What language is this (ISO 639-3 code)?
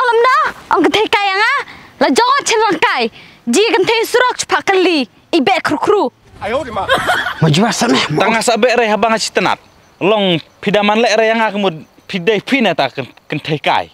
kha